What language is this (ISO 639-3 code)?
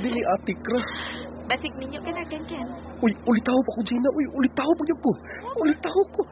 ceb